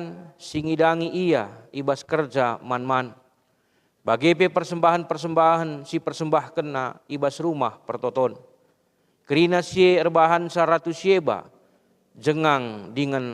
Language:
Batak Karo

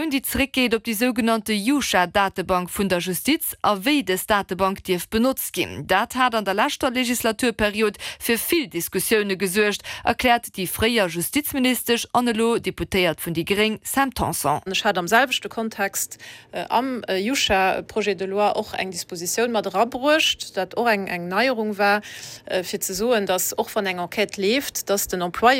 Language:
Luxembourgish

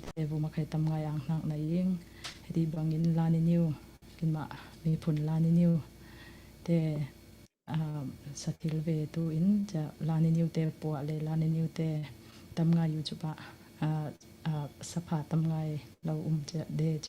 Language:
Falam Chin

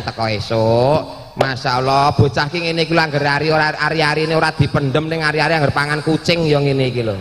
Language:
Javanese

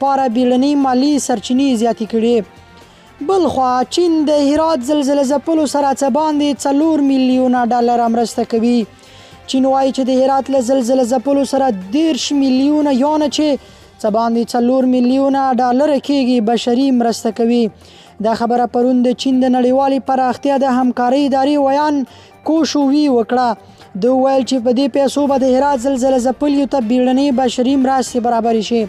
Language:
Pashto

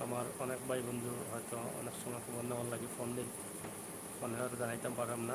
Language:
Sylheti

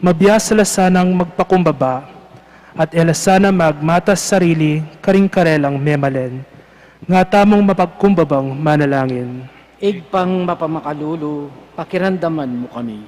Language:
Pampanga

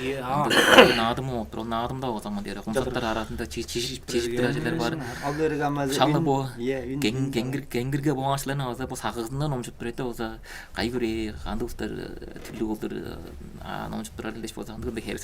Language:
Tuvinian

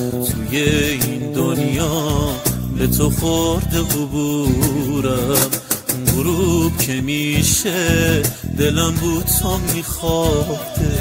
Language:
Persian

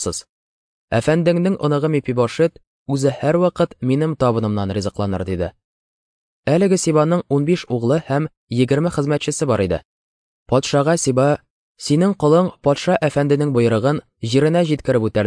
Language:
Tatar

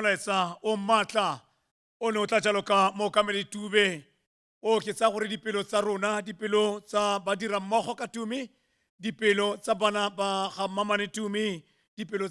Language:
Tswana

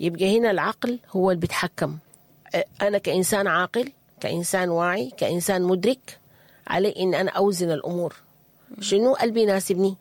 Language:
Sudanese Arabic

